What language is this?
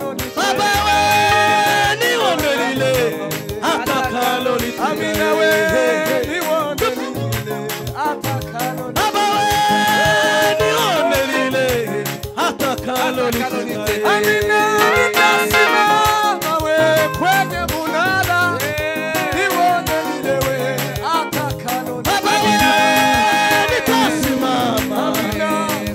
Swahili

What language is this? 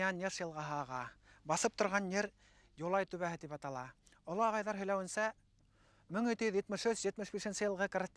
Bashkir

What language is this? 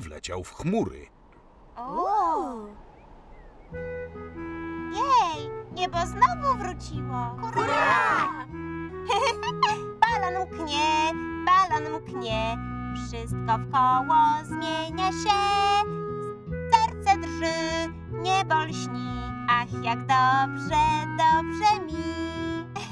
Polish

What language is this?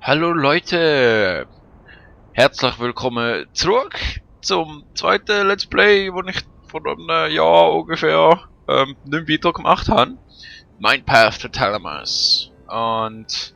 Swiss German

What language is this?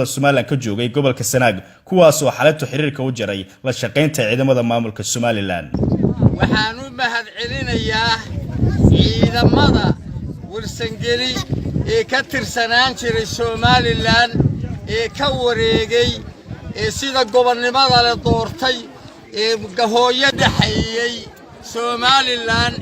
Somali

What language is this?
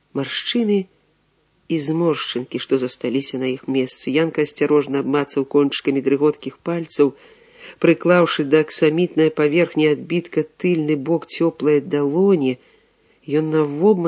Belarusian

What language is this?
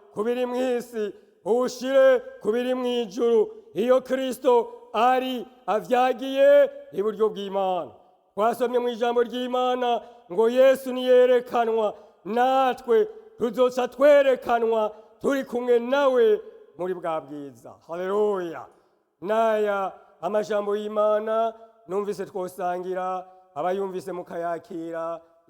Rundi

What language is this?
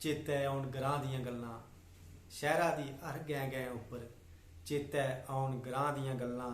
Dogri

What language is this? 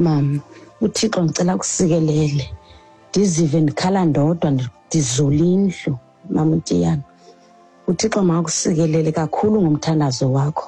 Xhosa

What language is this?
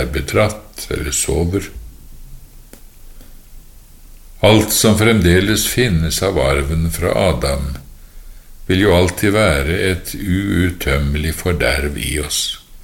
Norwegian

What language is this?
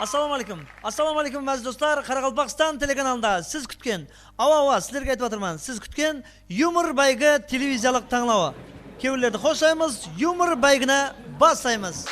Kara-Kalpak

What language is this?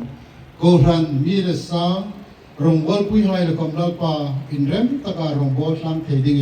Hmar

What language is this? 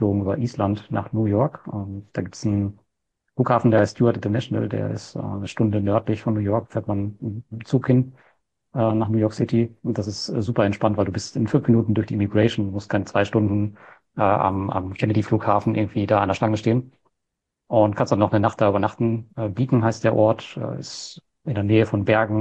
German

